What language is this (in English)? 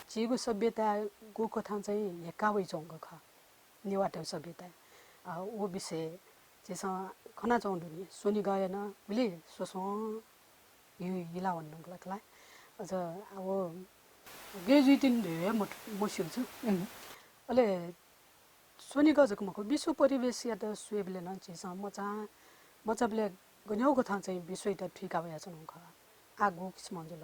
Newari